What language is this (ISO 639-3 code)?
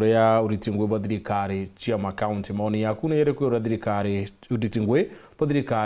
mer